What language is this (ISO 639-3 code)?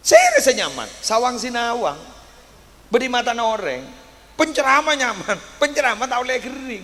mad